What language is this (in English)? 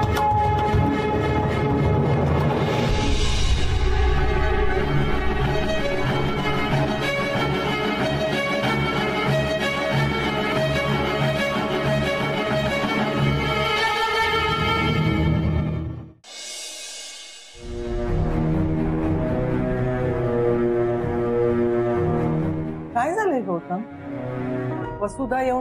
Marathi